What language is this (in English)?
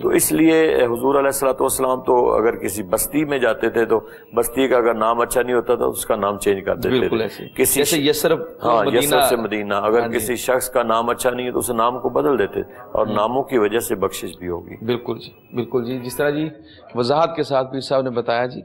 Urdu